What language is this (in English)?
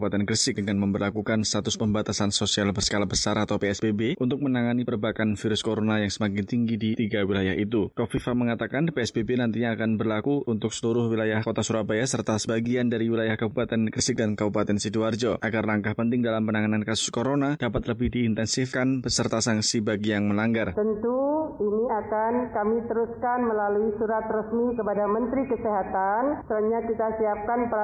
Indonesian